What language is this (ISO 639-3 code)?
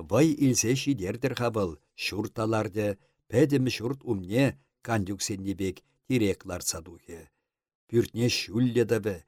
chv